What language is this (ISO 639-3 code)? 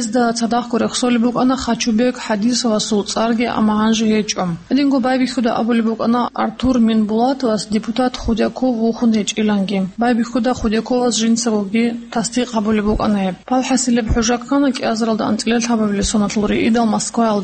ava